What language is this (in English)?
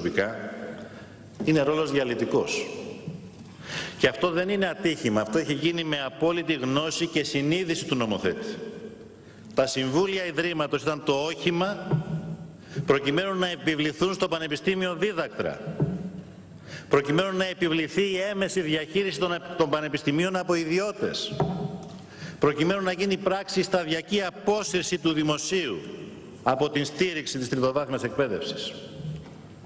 Greek